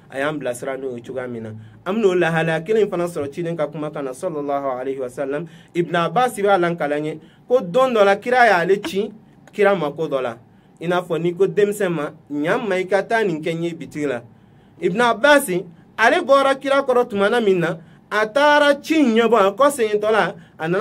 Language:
Bambara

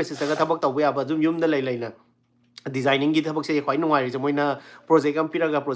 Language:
Manipuri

